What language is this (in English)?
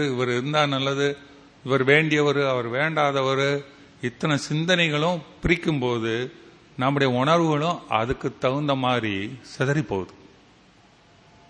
Tamil